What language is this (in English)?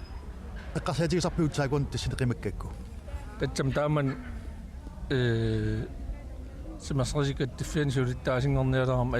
Kalaallisut